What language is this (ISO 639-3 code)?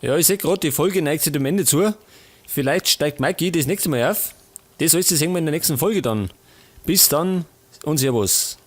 bar